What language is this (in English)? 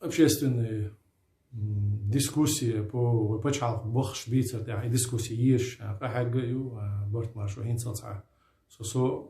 Chechen